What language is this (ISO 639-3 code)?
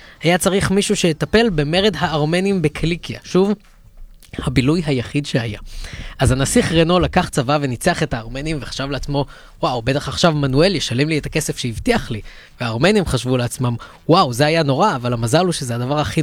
heb